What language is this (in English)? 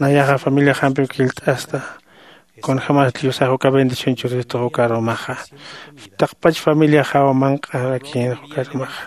Aymara